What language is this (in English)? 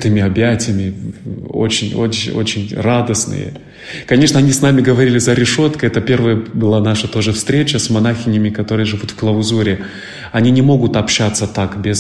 Russian